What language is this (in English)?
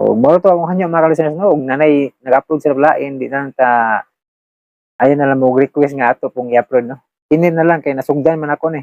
Cebuano